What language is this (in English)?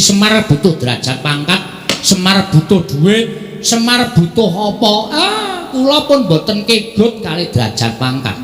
Javanese